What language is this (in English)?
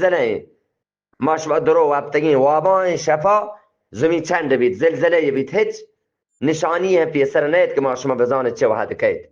Eastern Balochi